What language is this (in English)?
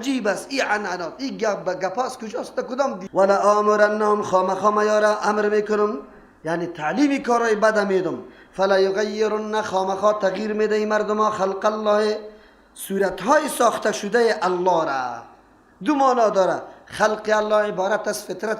Persian